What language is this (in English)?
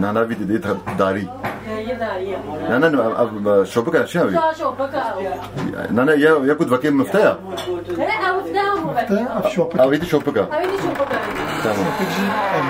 Kurdish